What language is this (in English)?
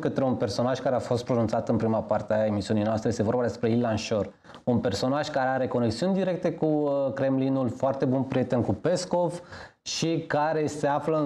Romanian